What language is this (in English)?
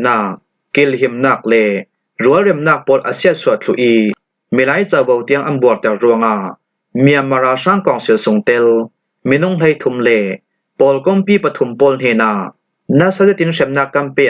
Falam Chin